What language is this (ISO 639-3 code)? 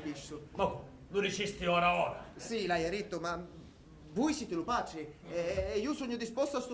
scn